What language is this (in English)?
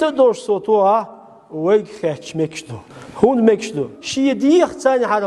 Chechen